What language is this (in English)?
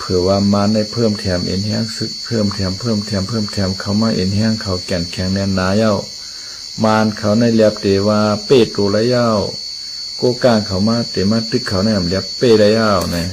Shan